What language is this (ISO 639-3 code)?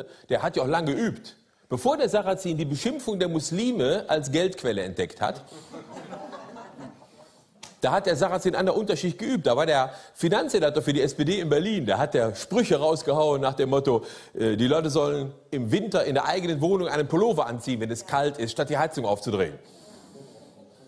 deu